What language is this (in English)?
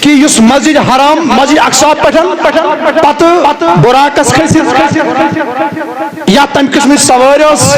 Kashmiri